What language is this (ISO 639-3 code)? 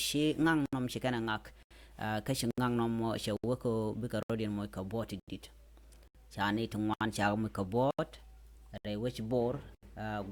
nus